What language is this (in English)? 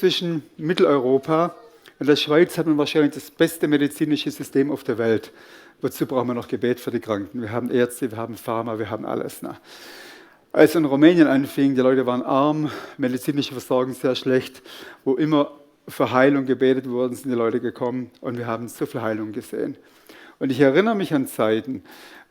Swiss German